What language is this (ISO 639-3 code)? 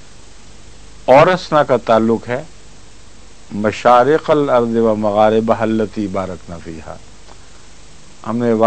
urd